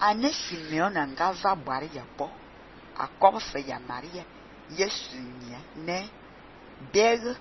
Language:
Fang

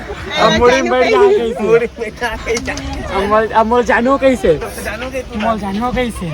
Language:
Chhattisgarhi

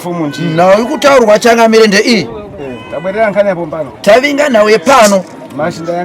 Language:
Shona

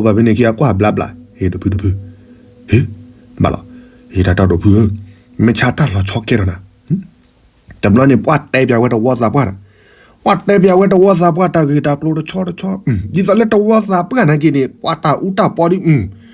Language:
S'gaw Karen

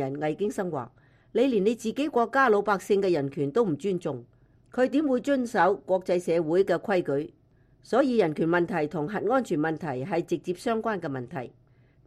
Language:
Cantonese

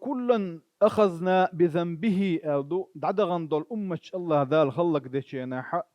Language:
Chechen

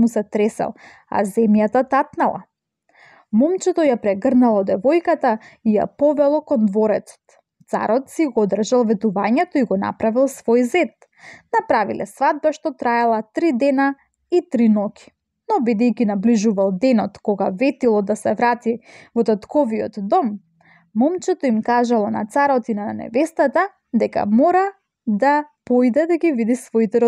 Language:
Macedonian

